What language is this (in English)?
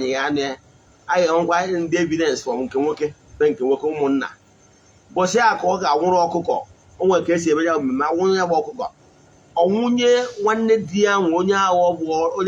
Igbo